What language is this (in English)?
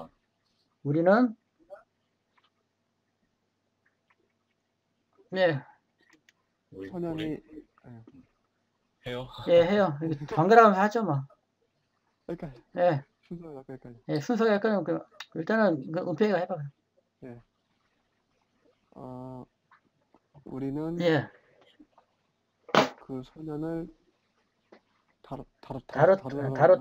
Korean